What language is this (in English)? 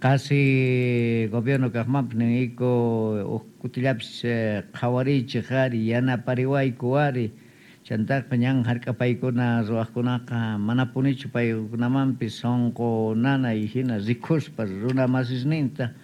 South Bolivian Quechua